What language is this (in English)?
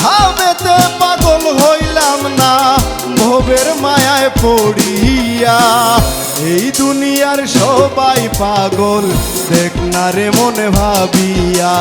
Sylheti